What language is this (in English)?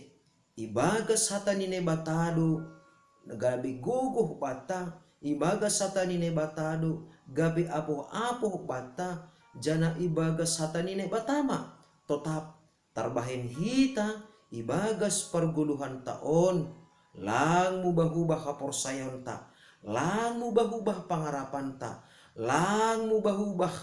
Batak Simalungun